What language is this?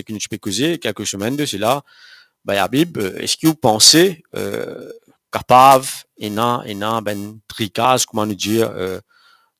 Morisyen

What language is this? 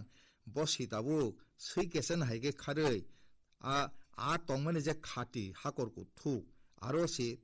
Kok Borok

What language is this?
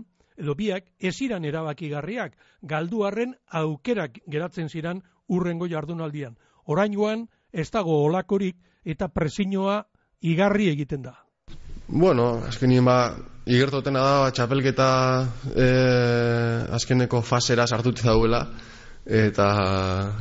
Basque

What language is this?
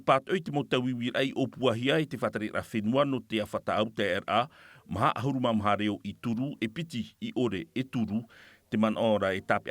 Tahitian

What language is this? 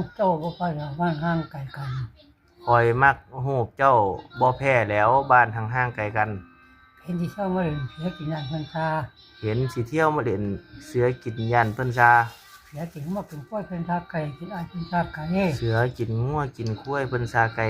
Lao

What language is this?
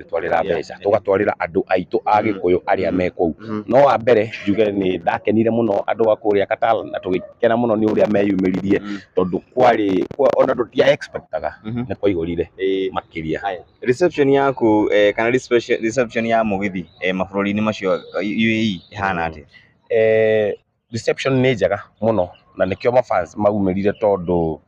Kikuyu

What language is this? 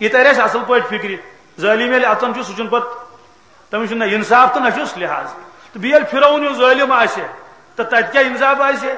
Kashmiri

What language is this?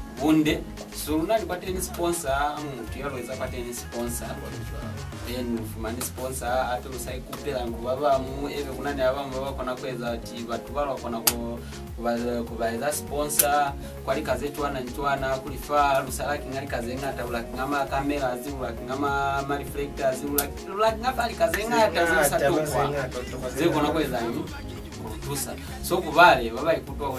Lozi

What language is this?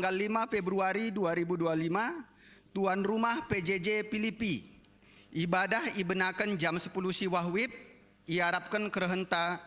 Batak Karo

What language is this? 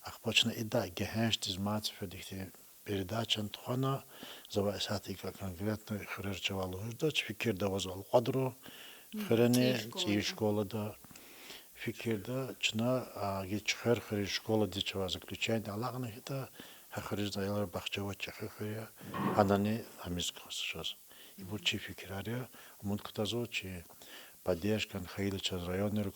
Lezghian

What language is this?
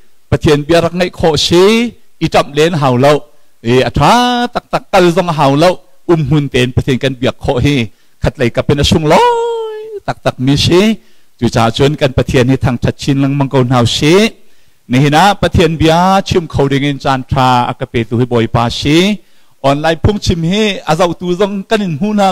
Hakha Chin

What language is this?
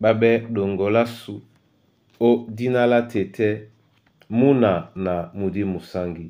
Duala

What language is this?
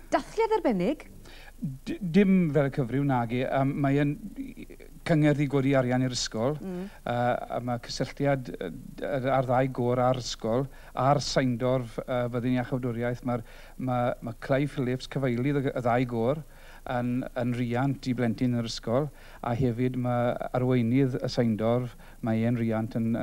Welsh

